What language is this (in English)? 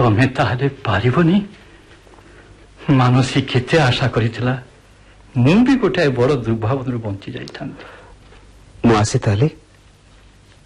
Odia